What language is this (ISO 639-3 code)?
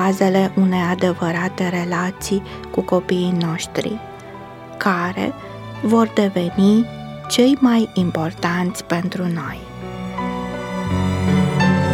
ron